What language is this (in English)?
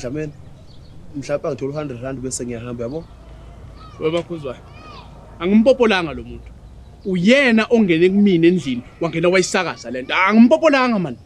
Zulu